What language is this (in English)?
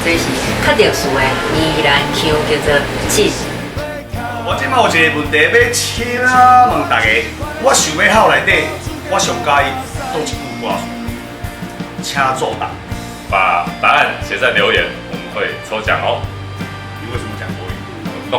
Min Nan Chinese